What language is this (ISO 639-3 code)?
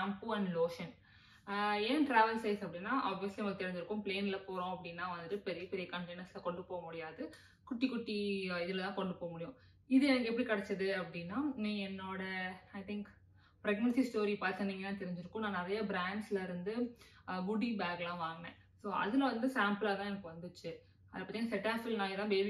tam